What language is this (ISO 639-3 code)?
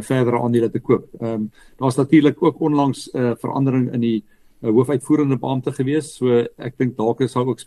afr